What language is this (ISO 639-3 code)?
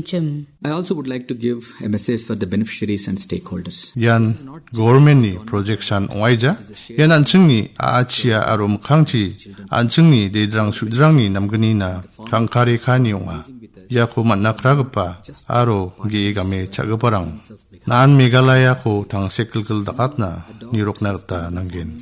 grt